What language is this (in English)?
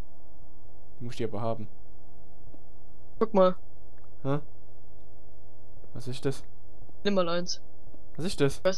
German